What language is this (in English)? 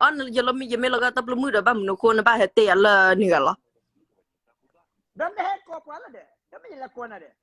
S'gaw Karen